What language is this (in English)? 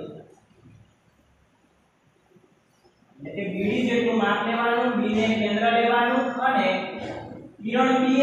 Gujarati